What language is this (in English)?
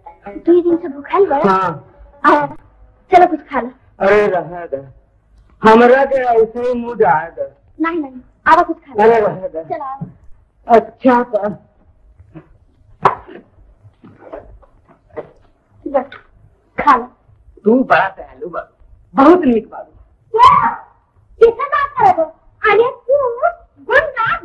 Bhojpuri